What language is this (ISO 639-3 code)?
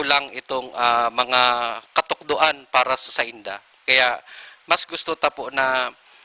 bik